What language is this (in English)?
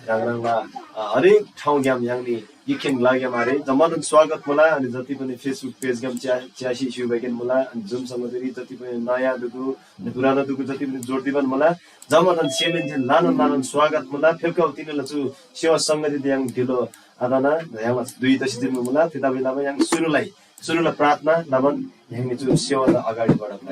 Eastern Tamang